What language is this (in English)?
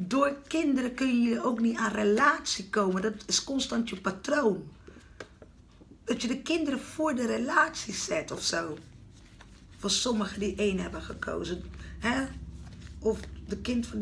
Dutch